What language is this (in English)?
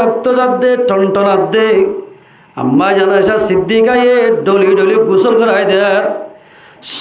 Rohingya